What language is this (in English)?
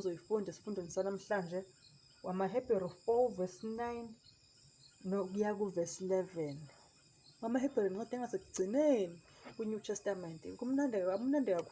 Zulu